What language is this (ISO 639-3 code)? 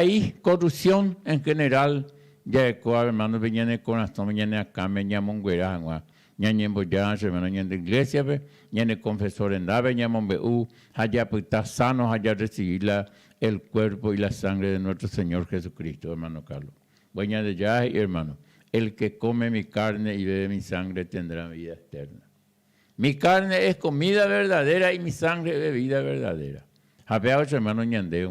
grn